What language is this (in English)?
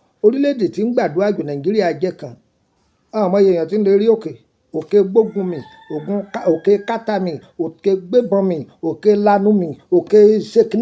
Yoruba